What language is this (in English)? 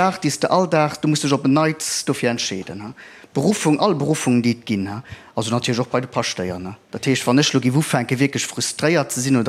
Luxembourgish